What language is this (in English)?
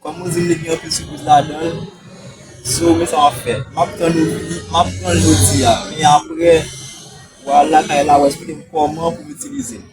Haitian Creole